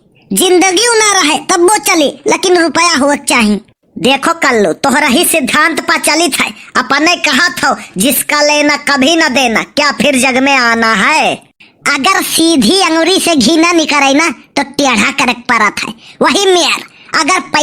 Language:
Awadhi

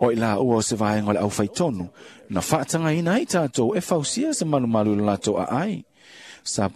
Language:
Samoan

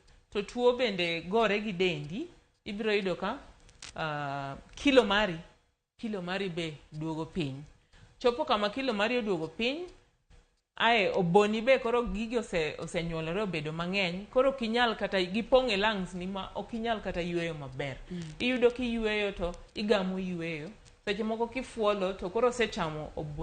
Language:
Luo (Kenya and Tanzania)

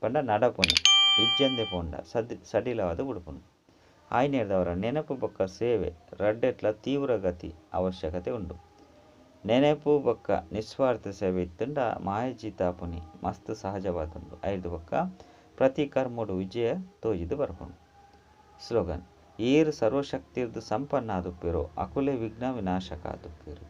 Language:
Tulu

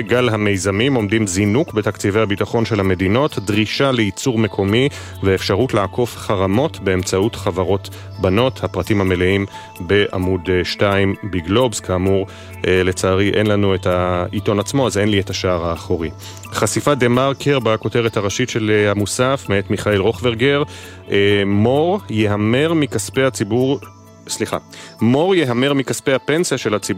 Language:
Hebrew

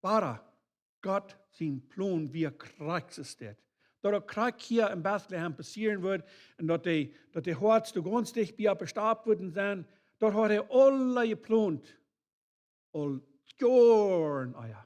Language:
Plautdietsch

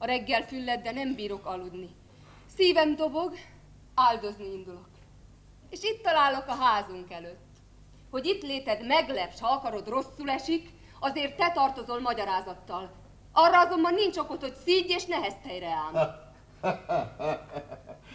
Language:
Hungarian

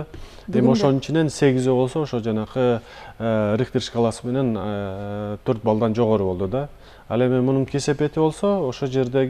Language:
Kyrgyz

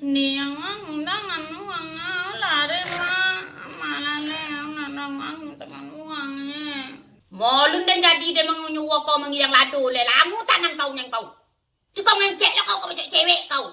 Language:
Minangkabau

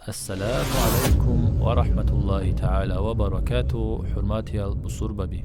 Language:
Avaric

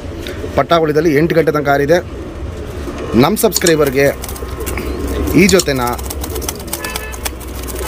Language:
Kannada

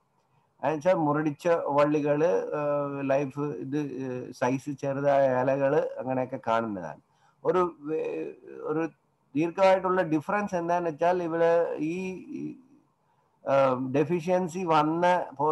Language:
Malayalam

